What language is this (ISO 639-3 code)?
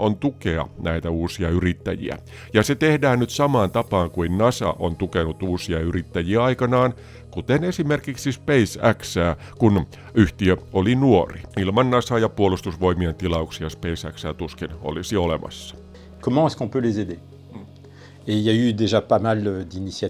fin